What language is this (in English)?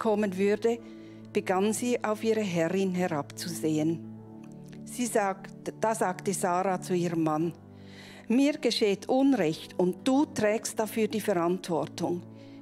Swiss German